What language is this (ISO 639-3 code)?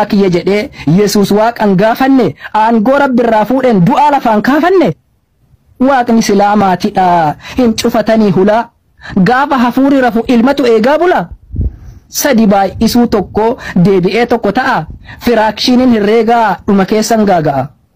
orm